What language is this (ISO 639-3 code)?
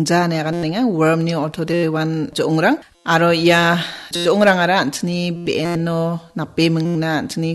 grt